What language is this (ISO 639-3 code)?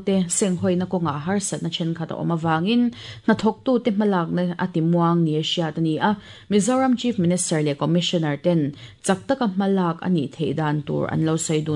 lus